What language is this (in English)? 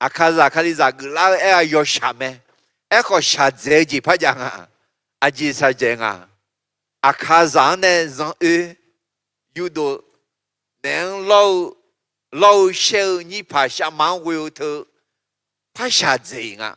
Akha